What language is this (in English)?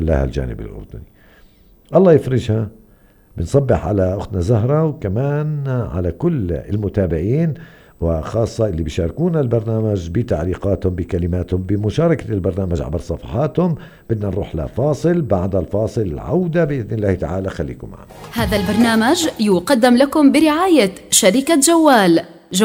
North Levantine Arabic